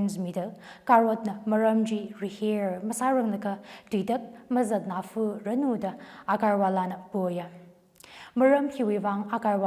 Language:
Tangkhul Naga (India)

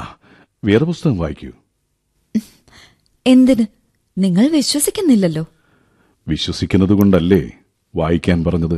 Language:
Malayalam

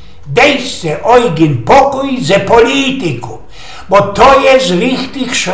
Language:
Silesian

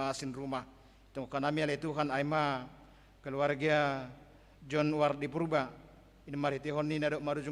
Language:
Batak Simalungun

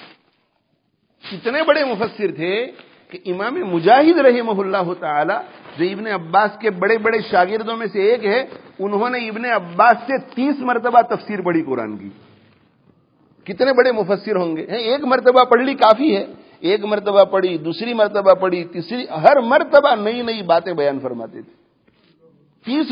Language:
Urdu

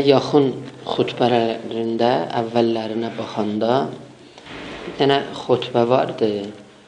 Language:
South Azerbaijani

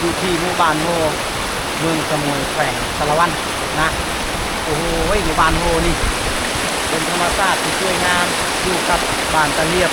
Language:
Lao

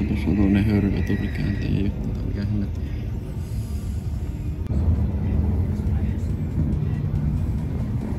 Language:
Finnish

